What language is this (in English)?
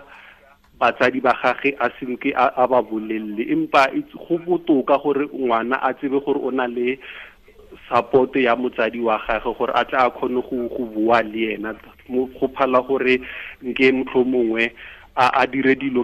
Tswana